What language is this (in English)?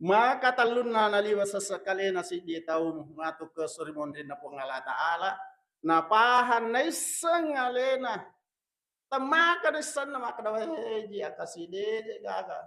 Buginese